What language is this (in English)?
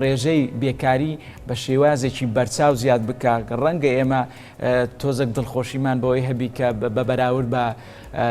Central Kurdish